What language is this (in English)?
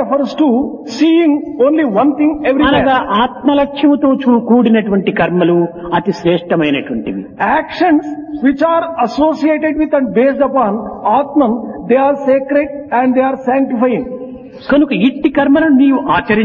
Telugu